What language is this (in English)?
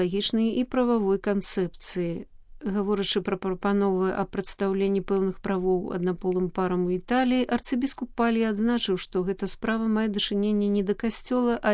Belarusian